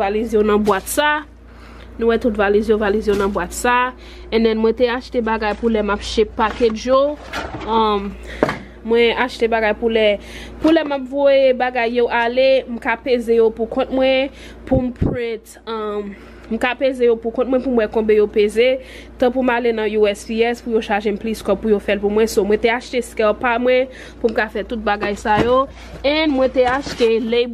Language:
Haitian Creole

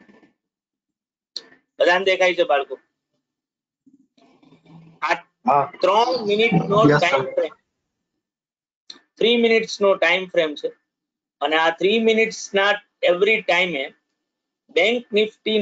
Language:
Gujarati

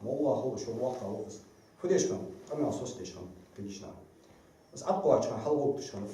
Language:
Ingush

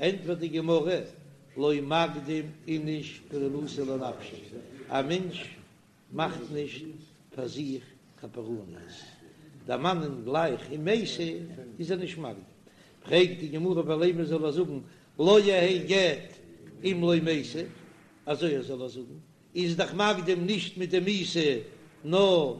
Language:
Yiddish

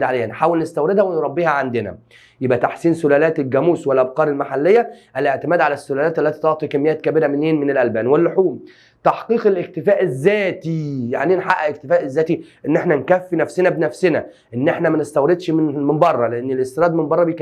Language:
Egyptian Arabic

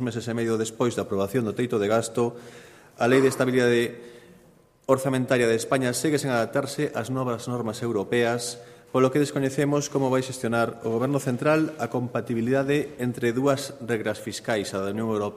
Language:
Galician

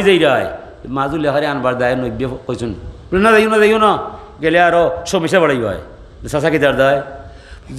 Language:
Sylheti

